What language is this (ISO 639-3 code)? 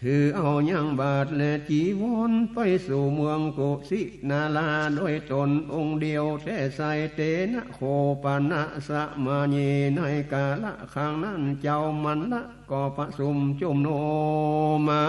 nod